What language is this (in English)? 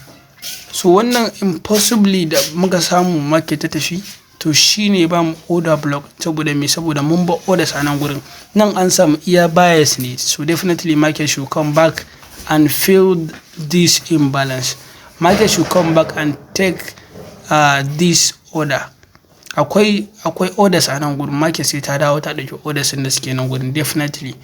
Hausa